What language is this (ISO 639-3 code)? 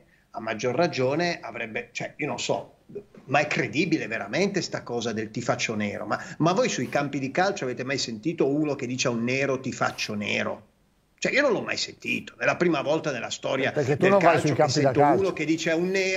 ita